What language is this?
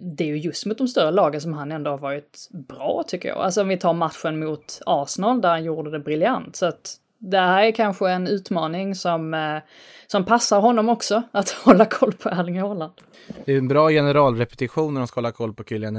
Swedish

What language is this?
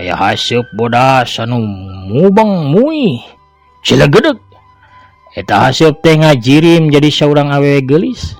Sundanese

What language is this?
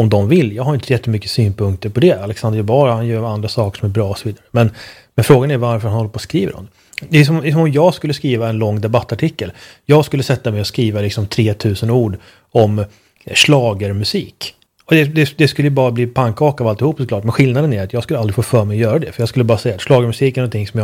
Swedish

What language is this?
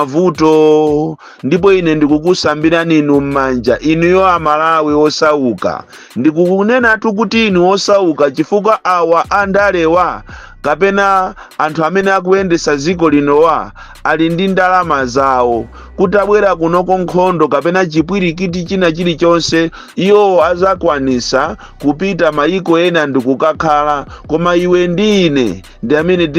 Nyanja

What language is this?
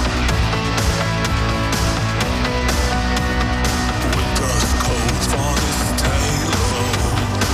Polish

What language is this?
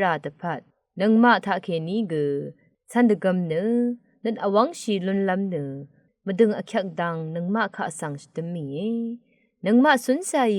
Rawang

